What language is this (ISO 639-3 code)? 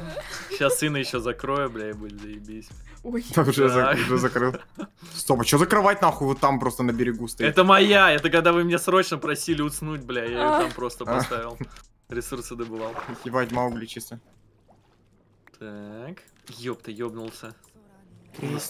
rus